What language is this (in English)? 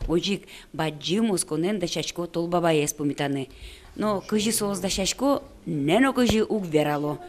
Udmurt